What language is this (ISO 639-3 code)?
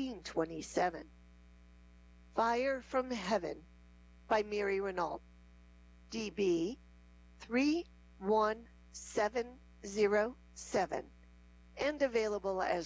eng